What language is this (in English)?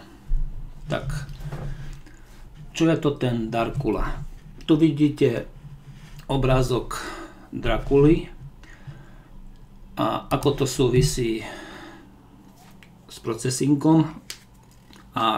Slovak